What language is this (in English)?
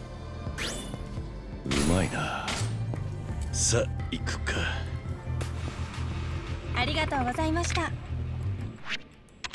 Japanese